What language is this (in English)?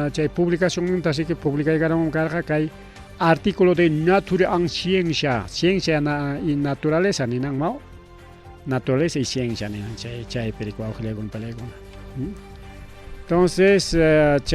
Ayacucho Quechua